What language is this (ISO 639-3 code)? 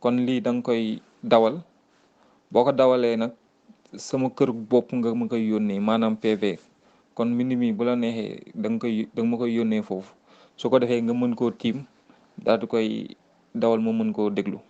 wol